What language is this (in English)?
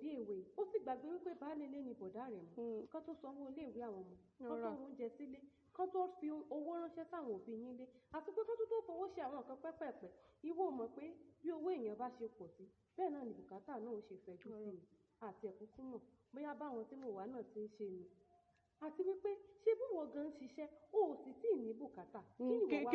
Yoruba